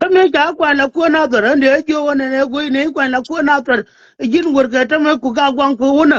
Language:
Nuer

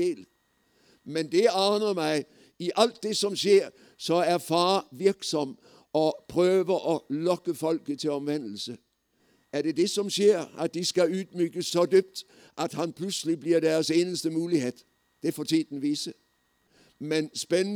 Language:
Norwegian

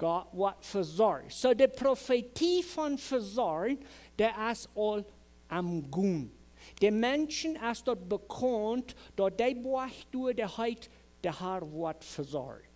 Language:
Plautdietsch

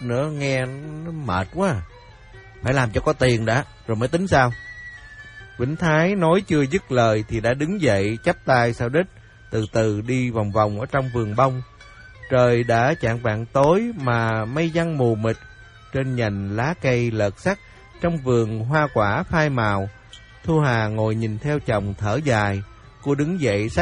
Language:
Vietnamese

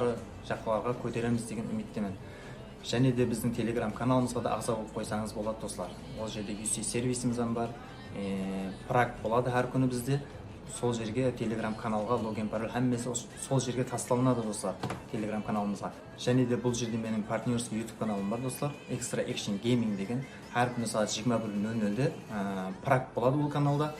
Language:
Kara-Kalpak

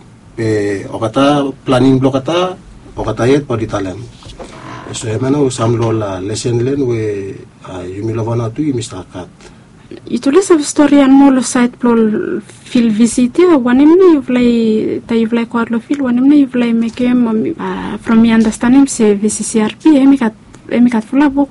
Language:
Bislama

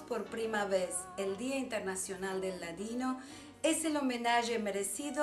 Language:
Ladino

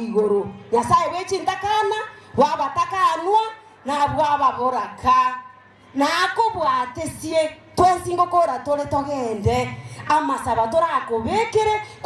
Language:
Gusii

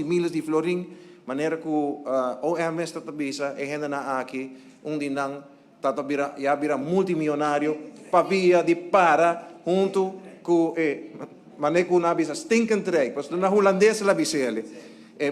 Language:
Papiamento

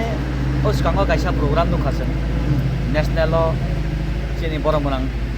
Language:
Kok Borok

